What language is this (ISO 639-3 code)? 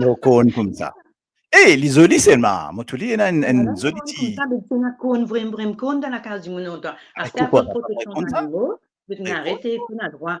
mfe